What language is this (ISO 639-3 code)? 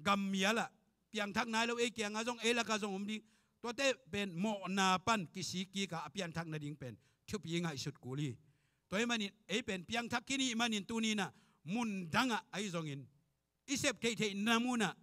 ctd